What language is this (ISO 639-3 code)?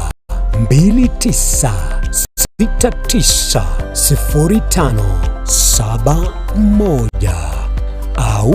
guz